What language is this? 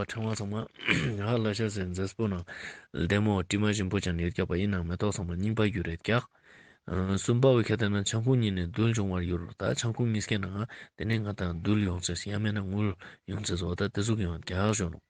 Ladakhi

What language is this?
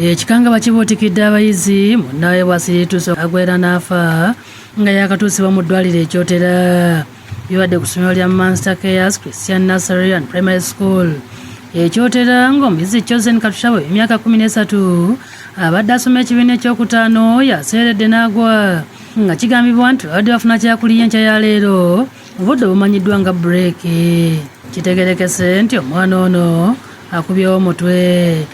Ganda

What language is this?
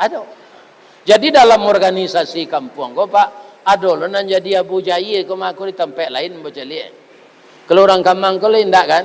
Minangkabau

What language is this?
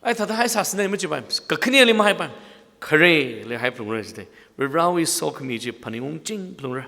Tangkhul Naga (India)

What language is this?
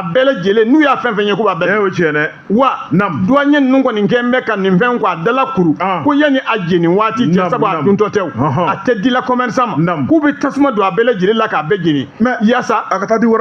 Bambara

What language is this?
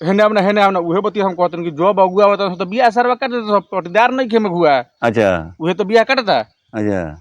Bhojpuri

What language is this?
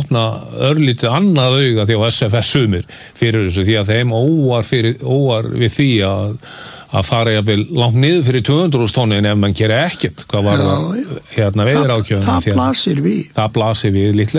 Icelandic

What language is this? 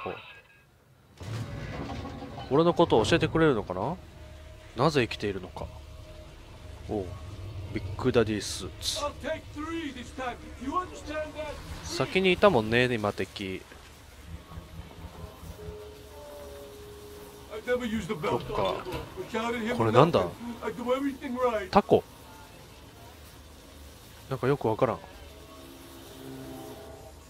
Japanese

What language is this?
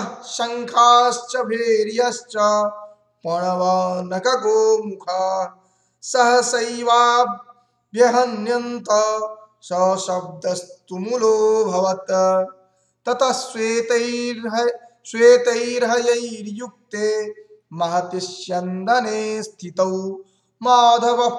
Sanskrit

